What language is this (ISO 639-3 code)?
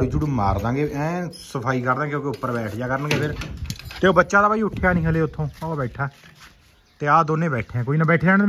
pan